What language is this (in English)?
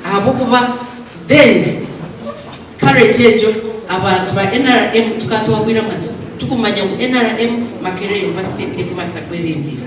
Nyankole